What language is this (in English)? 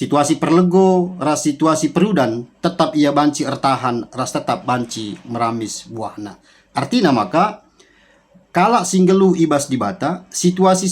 Batak Karo